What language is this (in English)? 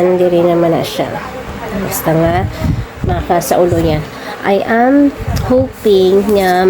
Hiligaynon